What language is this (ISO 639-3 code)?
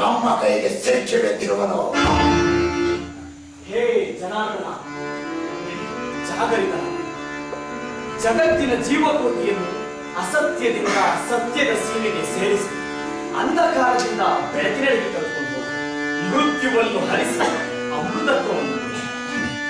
kan